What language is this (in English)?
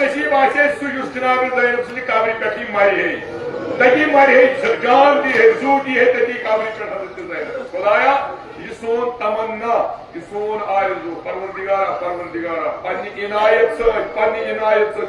Kashmiri